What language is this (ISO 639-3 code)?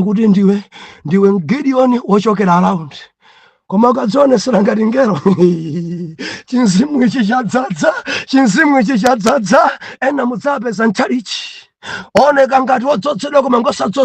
nya